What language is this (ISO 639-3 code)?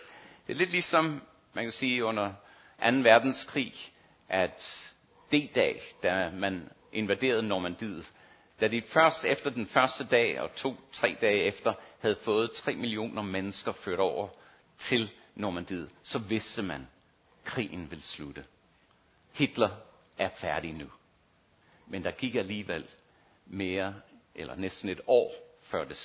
dan